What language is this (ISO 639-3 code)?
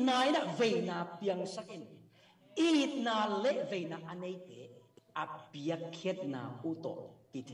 ctd